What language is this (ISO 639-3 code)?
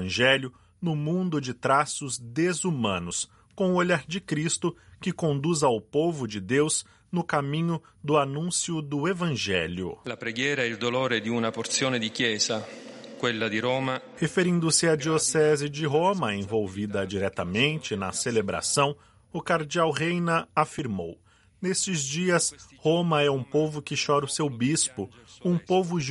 por